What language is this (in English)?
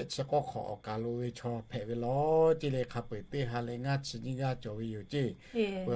Lahu